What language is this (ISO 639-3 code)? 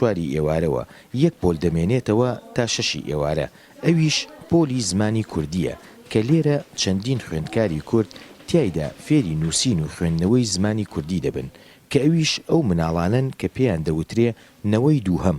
ckb